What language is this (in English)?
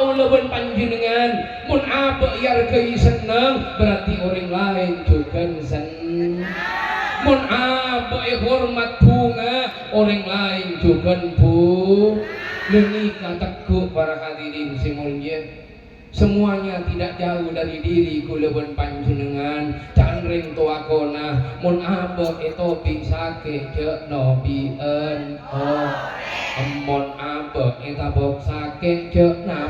Madurese